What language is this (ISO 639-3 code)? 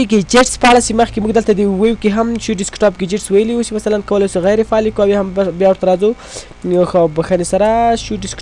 pus